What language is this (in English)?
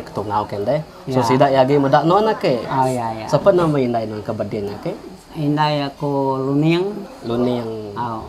Iban